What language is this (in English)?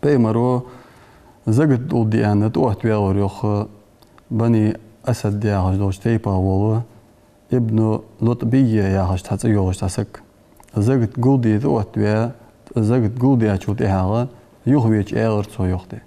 Ingush